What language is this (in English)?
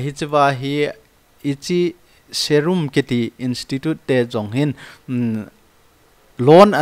Thado Chin